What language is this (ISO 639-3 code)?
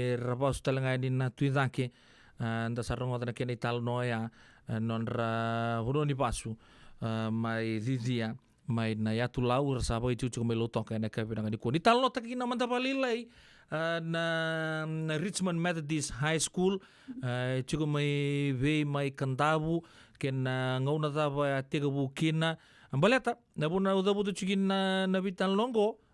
fij